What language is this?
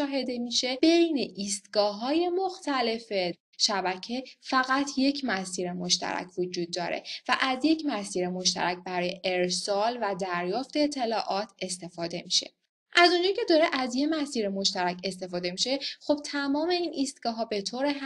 Persian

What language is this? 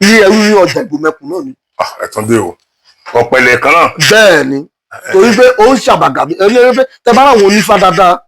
Yoruba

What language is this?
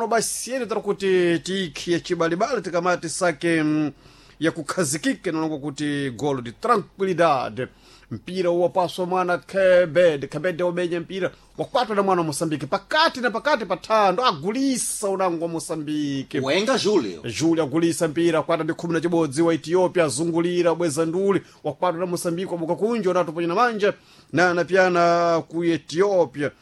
Sena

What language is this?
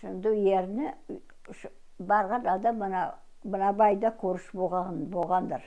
Crimean Tatar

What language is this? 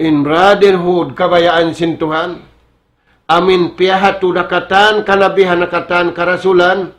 Tausug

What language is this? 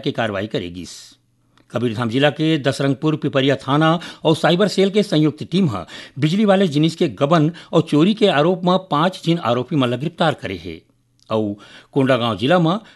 Chhattisgarhi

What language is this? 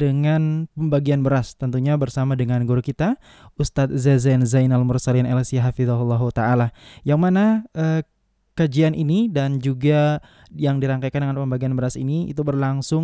Indonesian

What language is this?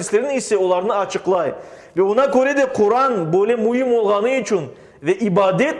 Crimean Tatar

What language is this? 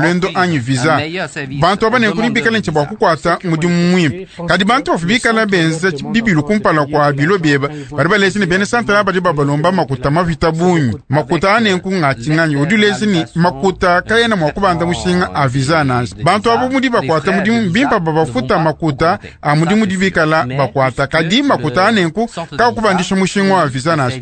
Luba-Lulua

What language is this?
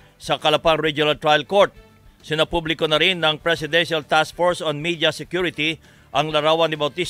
Filipino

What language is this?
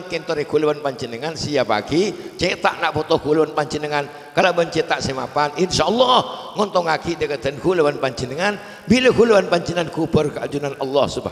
Madurese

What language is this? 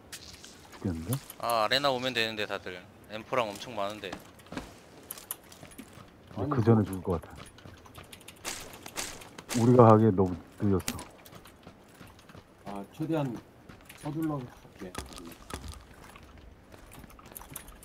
Korean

